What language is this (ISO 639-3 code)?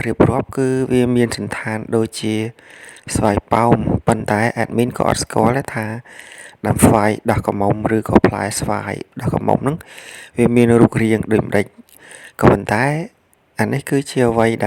khm